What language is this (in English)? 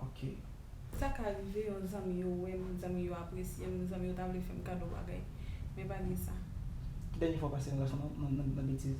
Haitian Creole